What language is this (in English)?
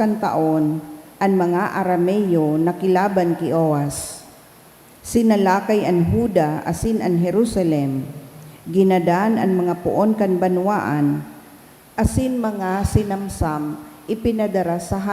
Bikol